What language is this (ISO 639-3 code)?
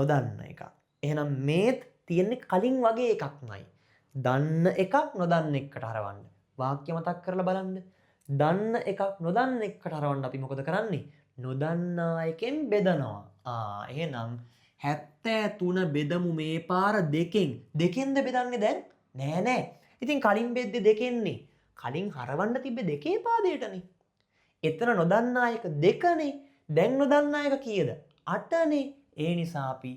sin